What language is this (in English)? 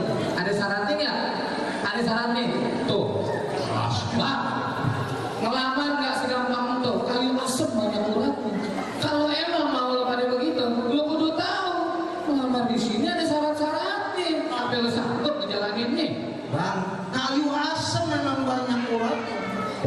Betawi